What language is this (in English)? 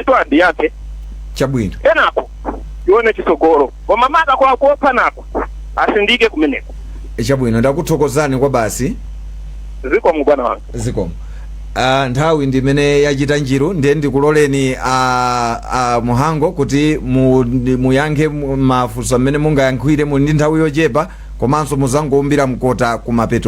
Nyanja